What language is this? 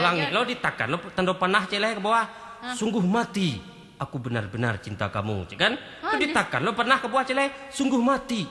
Minangkabau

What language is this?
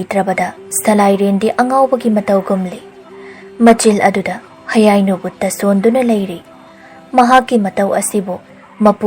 Manipuri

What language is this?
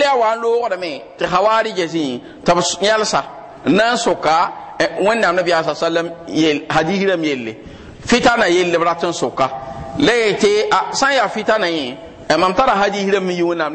Mossi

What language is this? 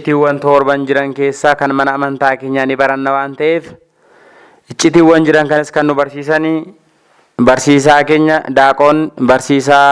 Oromo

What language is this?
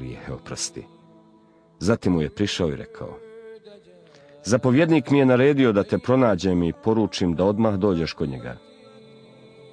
Bosnian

